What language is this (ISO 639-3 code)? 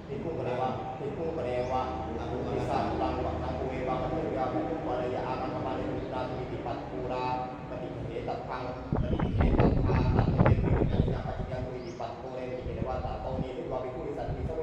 pli